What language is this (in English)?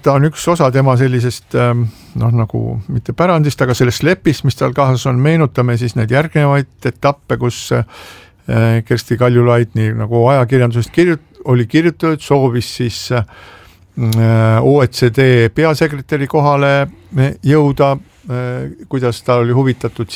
Estonian